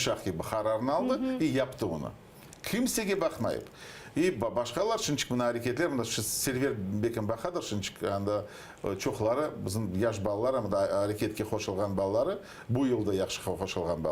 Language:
Crimean Tatar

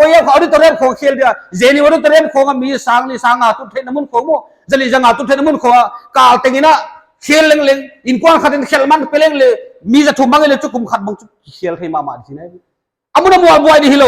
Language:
Paite Chin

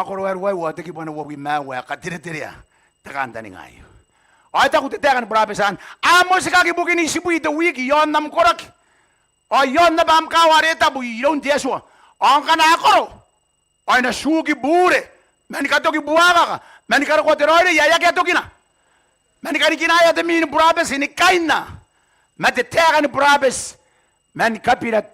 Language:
Gilbertese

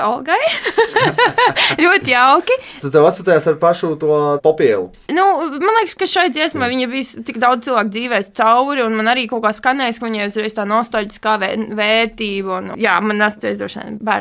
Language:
Latvian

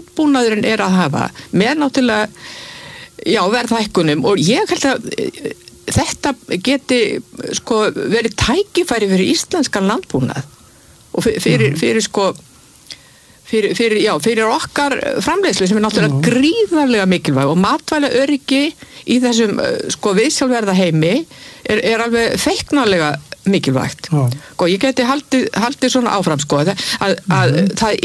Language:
Icelandic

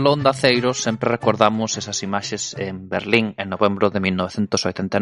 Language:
Galician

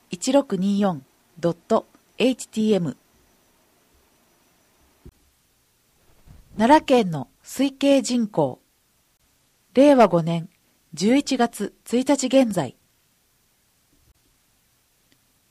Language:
Japanese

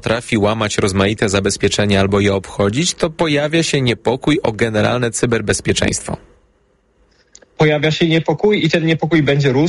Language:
Polish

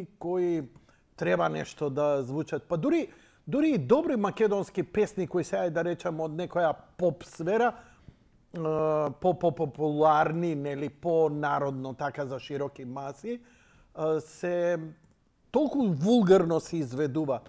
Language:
Macedonian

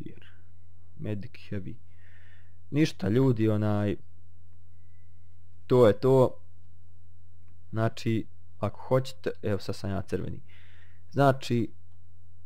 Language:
Bosnian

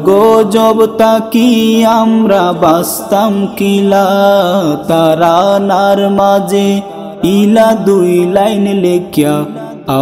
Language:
Sylheti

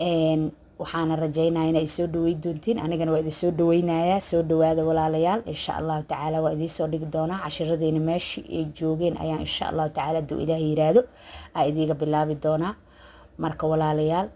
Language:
Somali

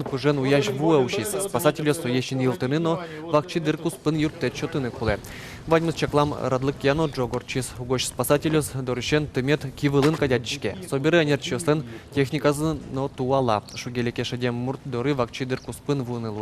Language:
Udmurt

